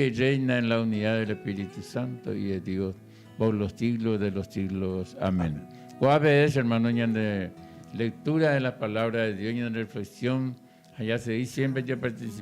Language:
Guarani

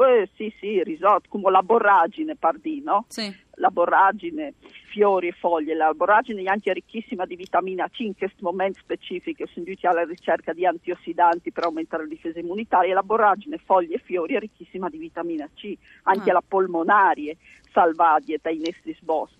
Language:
Friulian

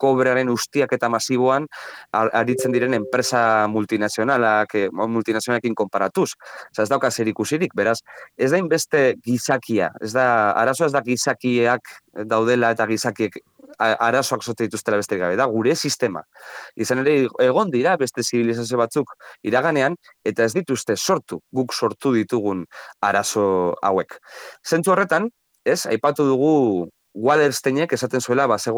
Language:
Basque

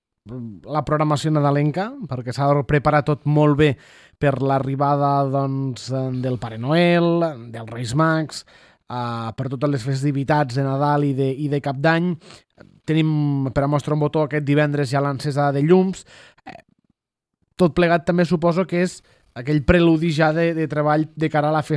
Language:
Catalan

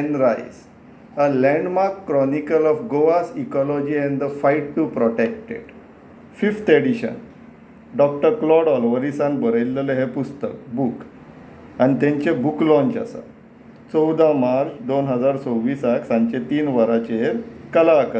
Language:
Konkani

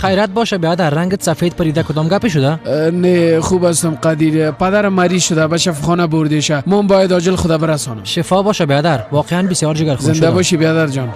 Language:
Persian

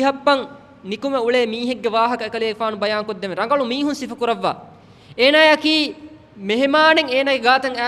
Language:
Divehi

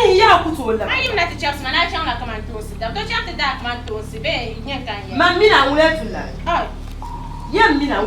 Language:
Dagbani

